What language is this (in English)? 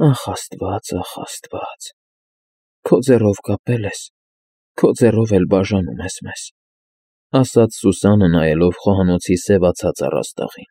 Armenian